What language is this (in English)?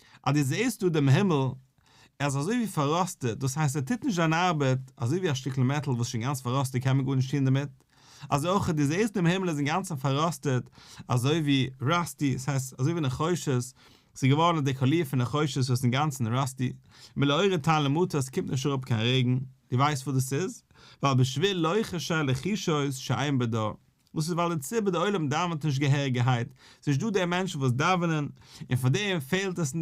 Yiddish